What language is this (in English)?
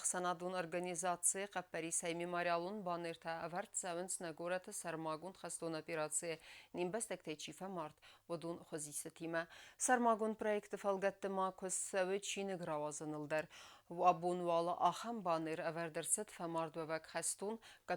Ossetic